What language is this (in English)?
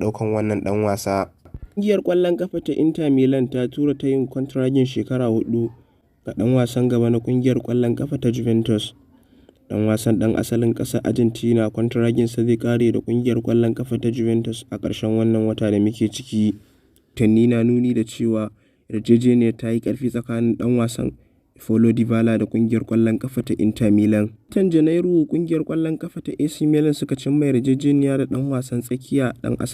Hausa